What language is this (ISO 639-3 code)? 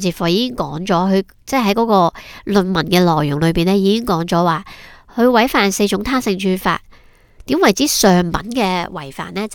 yue